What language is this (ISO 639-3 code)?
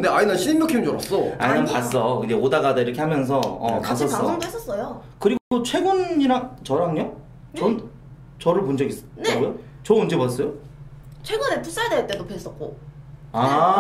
kor